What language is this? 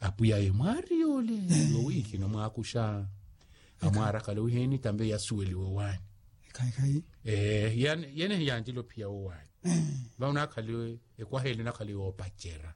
Makhuwa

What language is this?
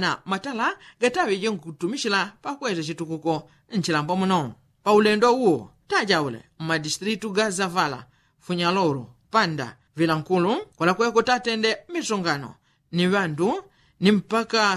Yao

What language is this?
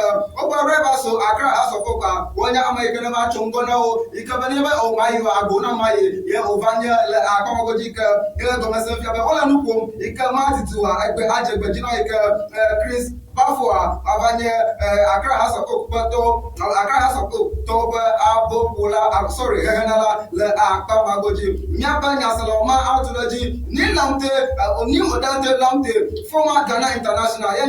Ewe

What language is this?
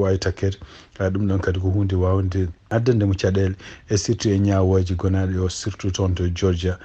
Fula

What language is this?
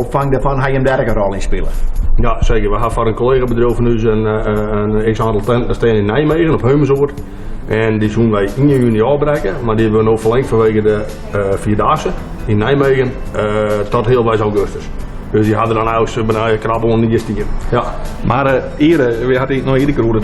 Western Frisian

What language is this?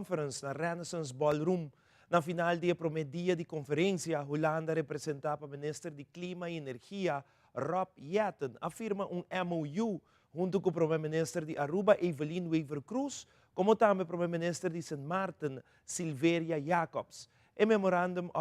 Papiamento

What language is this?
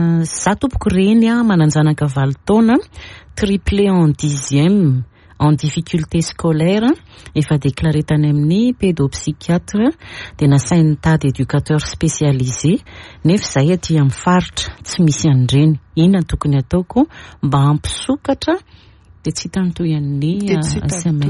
Malagasy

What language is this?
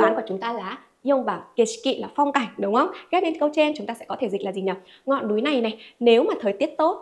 Vietnamese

